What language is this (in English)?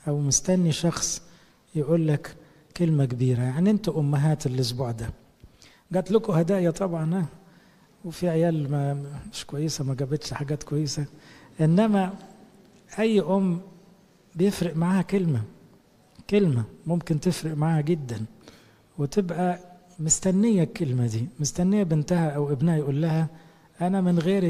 Egyptian Arabic